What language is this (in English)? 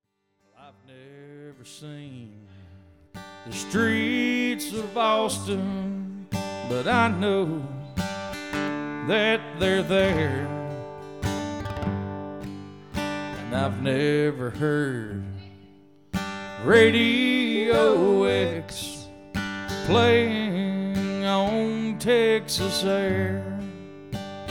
English